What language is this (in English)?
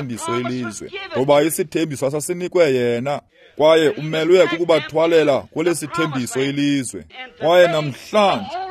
Xhosa